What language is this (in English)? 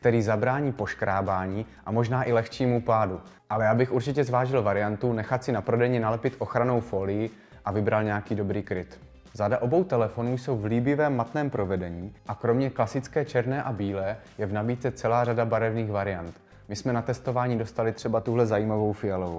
Czech